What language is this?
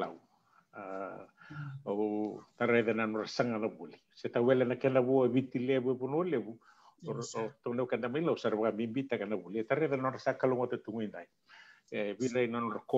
Fijian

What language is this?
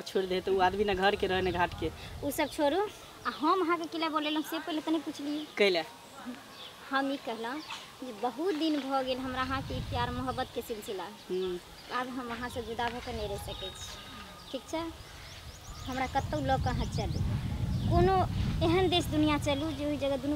Maithili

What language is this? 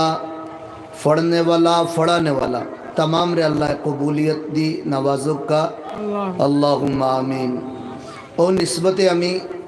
Sylheti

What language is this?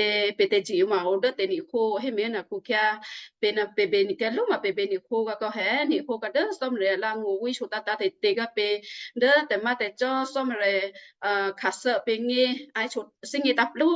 Western Kayah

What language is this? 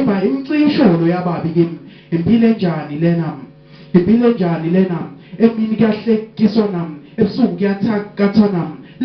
Zulu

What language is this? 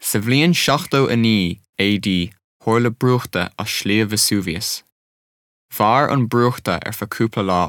Irish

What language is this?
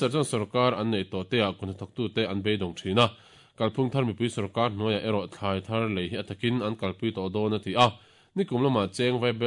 Mizo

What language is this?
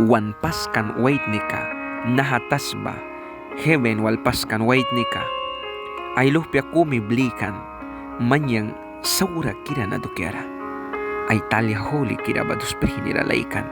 Mískito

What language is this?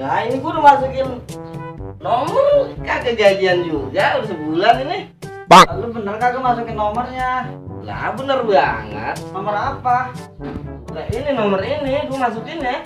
Betawi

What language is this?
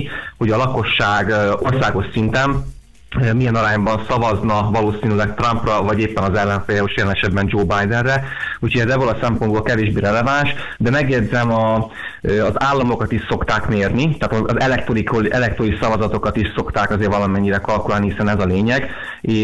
Hungarian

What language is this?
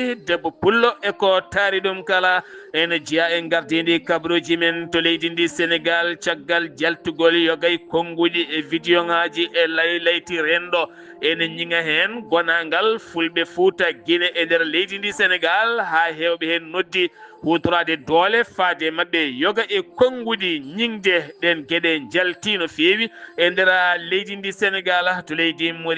Fula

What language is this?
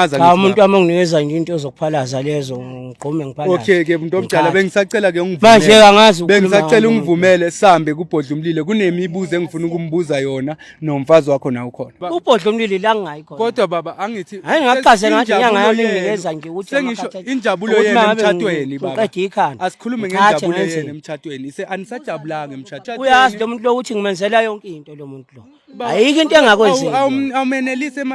Zulu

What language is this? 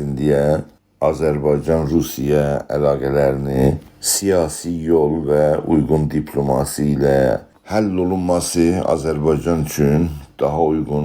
South Azerbaijani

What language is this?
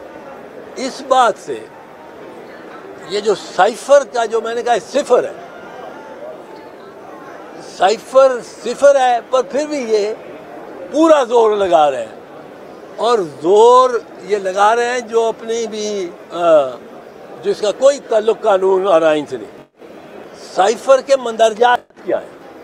Urdu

